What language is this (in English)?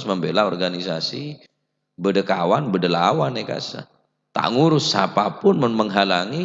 Madurese